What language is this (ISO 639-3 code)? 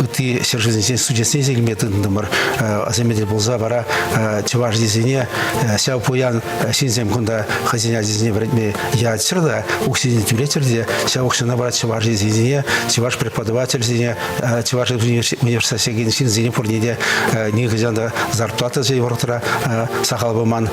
chv